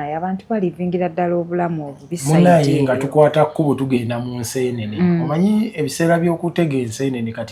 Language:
Ganda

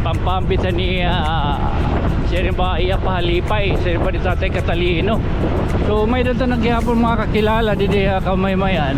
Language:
Waray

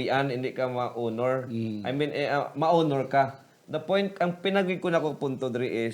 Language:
Hiligaynon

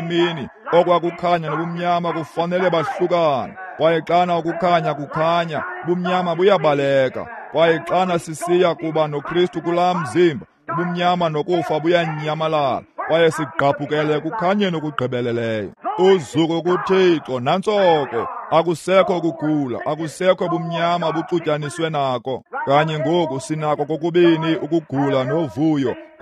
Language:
Xhosa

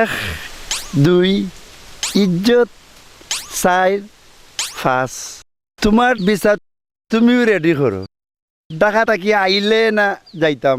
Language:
Sylheti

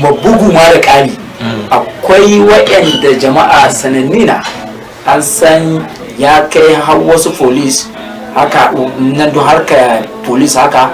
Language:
Hausa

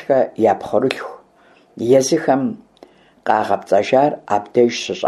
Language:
Kabardian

